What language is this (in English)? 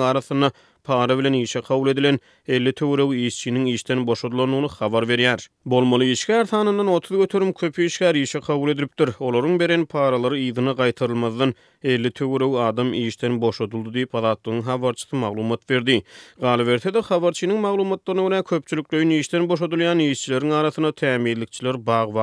Turkmen